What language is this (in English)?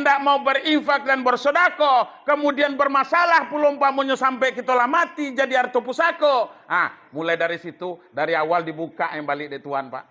Minangkabau